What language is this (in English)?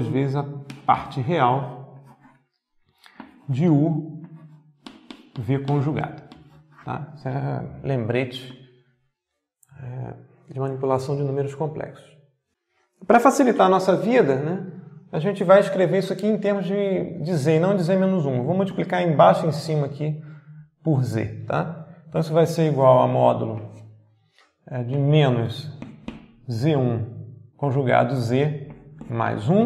Portuguese